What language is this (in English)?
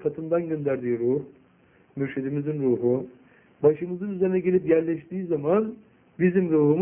Turkish